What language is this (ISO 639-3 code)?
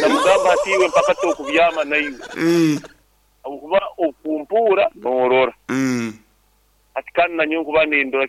nyo